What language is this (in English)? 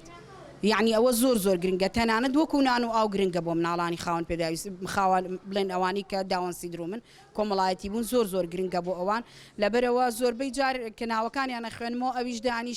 Central Kurdish